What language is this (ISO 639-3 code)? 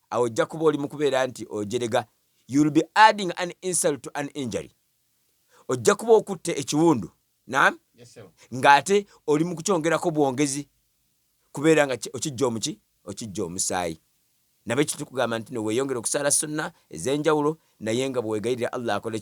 lug